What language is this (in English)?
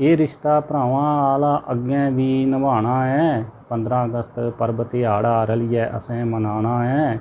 Dogri